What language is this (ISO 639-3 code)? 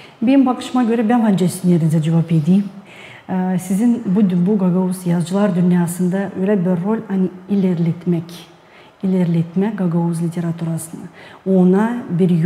gag